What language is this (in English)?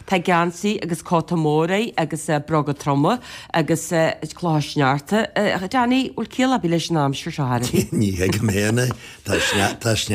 Irish